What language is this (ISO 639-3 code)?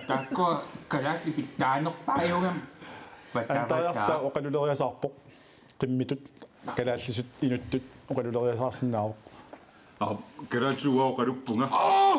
kal